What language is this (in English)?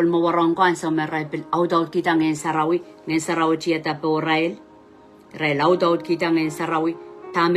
Pohnpeian